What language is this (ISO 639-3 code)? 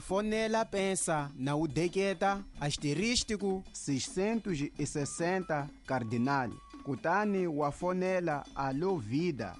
tso